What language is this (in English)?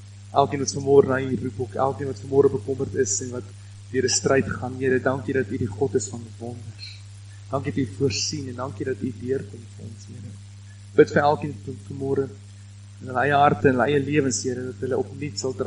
Afrikaans